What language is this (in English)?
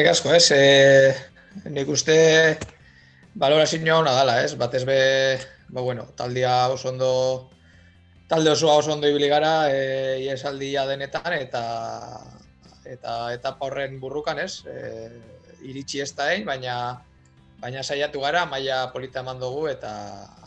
Basque